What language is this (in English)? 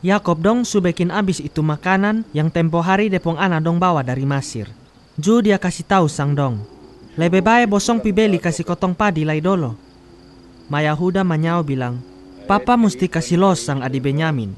Kupang Malay